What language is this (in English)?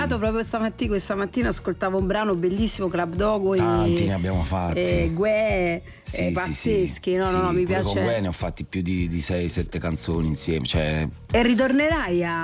Italian